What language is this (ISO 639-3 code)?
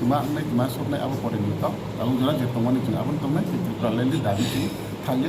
trp